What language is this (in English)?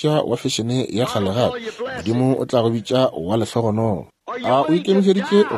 Northern Sotho